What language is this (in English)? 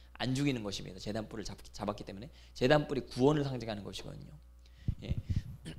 Korean